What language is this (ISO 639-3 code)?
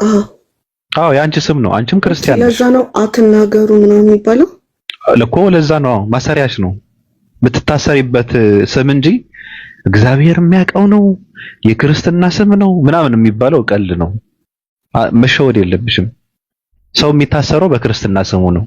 amh